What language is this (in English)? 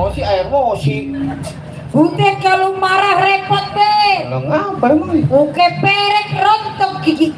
Betawi